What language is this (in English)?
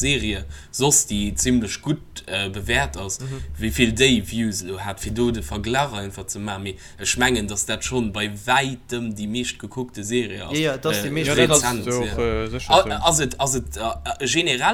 Luxembourgish